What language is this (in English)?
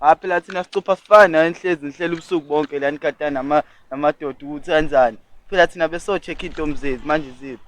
Zulu